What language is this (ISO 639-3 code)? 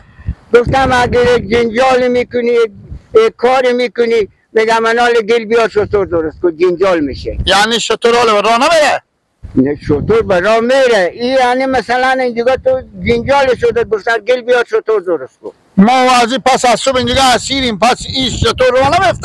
fas